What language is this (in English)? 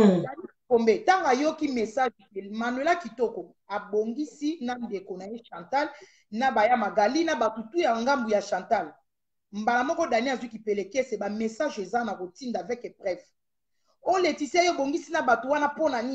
Lingala